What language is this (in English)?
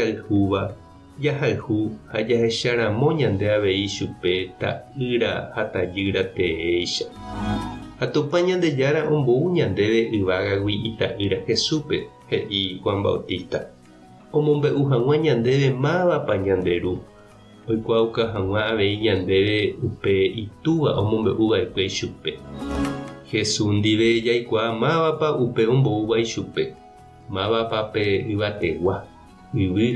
Guarani